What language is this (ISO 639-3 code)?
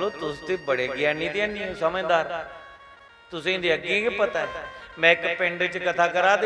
doi